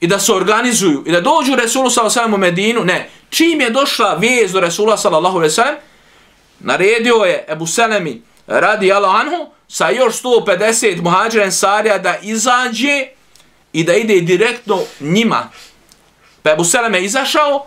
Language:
Bosnian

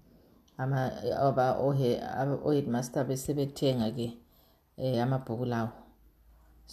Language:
North Ndebele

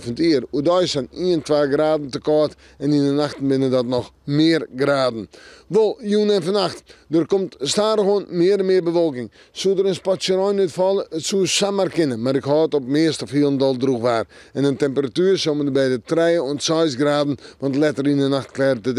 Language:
Western Frisian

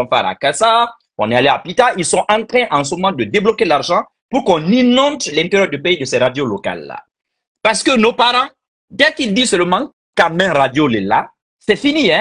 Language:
French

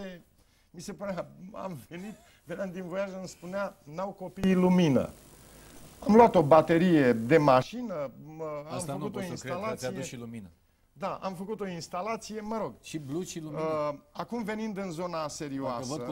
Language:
Romanian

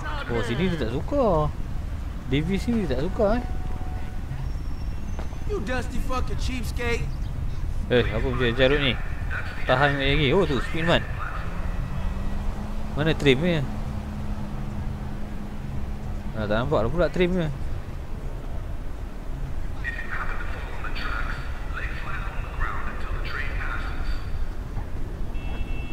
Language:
Malay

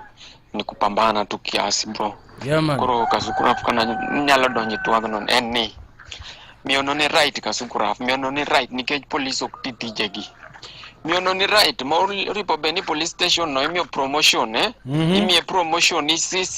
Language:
Luo (Kenya and Tanzania)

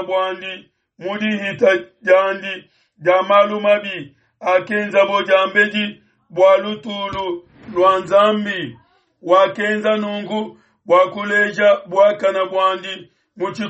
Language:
Luba-Lulua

